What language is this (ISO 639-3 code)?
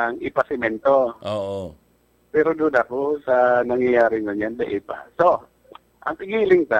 bik